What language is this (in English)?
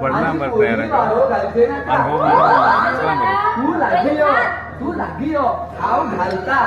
Konkani